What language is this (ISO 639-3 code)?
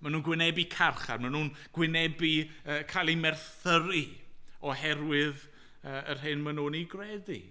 cym